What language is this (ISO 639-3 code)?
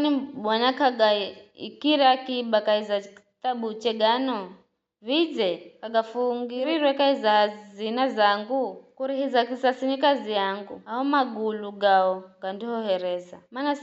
nyf